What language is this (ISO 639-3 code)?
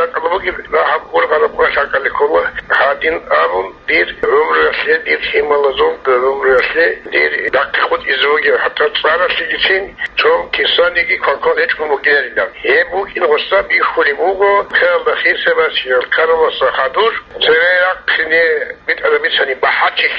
ava